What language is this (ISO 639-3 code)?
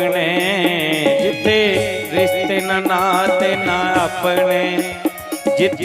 doi